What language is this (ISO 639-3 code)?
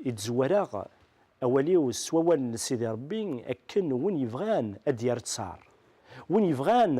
kab